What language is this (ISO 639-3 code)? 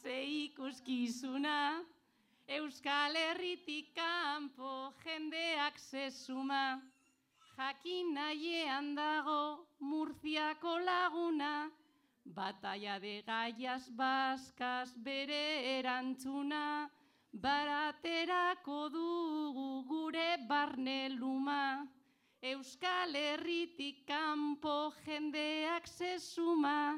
eus